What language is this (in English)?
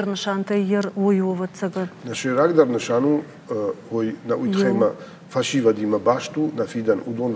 Ossetic